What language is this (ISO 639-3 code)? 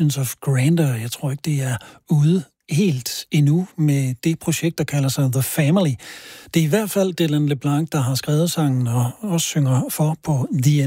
dan